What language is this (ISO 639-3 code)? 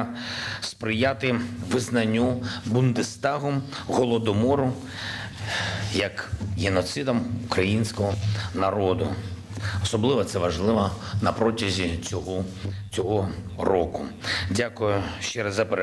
ukr